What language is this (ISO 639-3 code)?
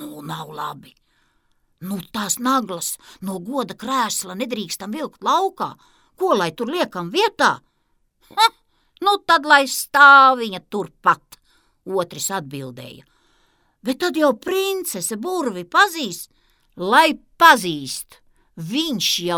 lav